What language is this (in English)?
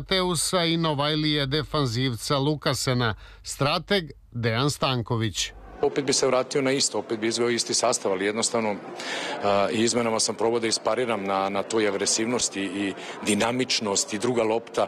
Serbian